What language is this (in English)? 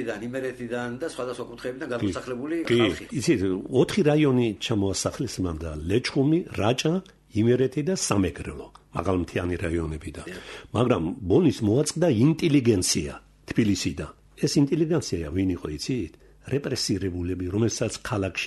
Georgian